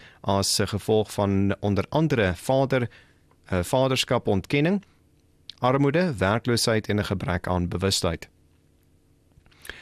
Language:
Afrikaans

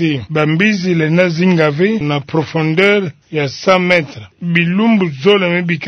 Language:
Kituba (Democratic Republic of Congo)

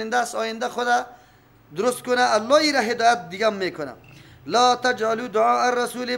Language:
Persian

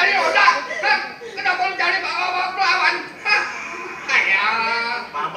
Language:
Betawi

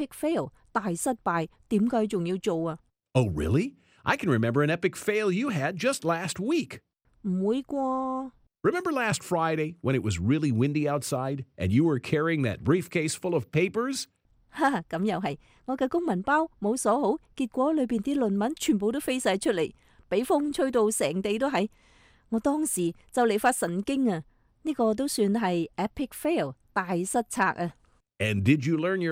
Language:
Cantonese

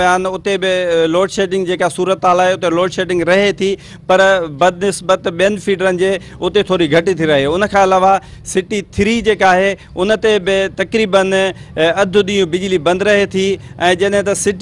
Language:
Sindhi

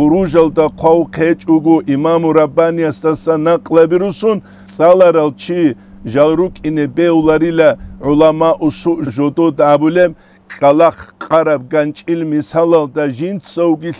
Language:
Avaric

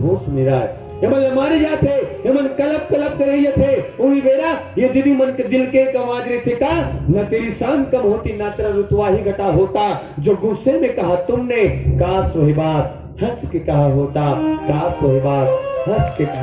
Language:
Chhattisgarhi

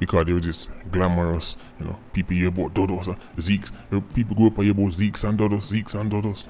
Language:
Jamaican Creole English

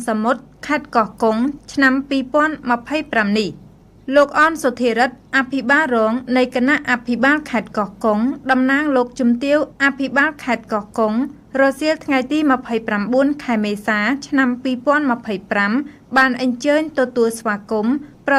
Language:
Khmer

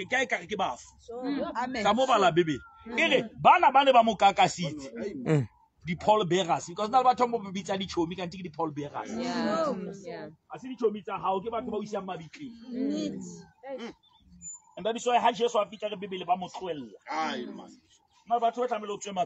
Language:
Southern Sotho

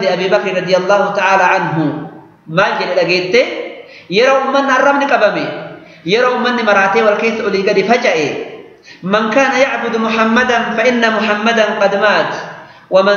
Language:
Oromo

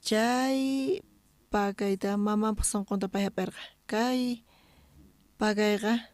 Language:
South Bolivian Quechua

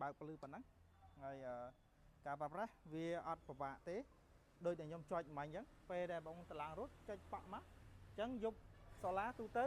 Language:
Khmer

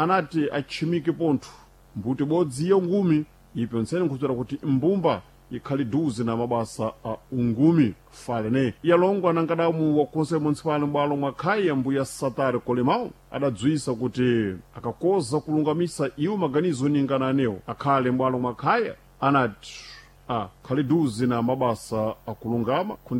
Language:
Sena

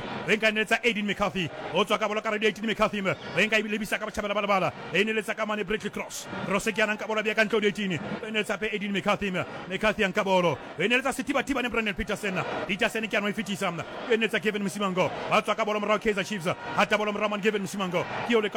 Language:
Southern Sotho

